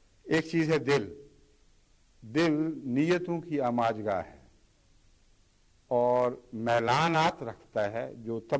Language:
Urdu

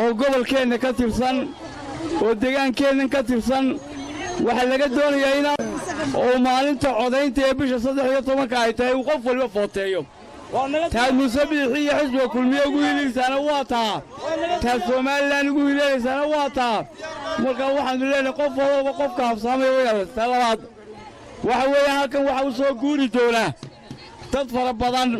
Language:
Somali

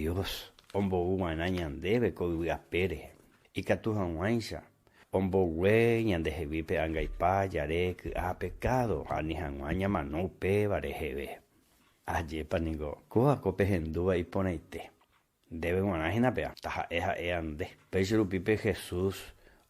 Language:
Guarani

